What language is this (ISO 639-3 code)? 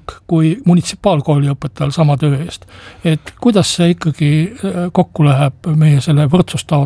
est